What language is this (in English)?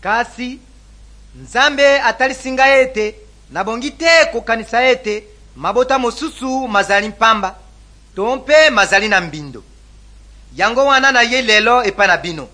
Lingala